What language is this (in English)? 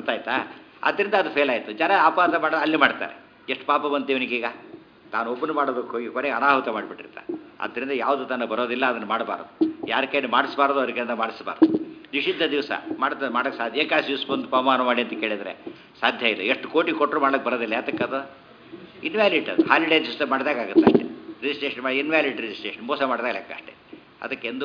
Kannada